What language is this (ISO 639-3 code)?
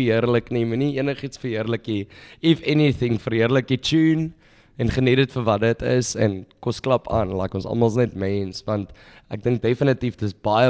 afr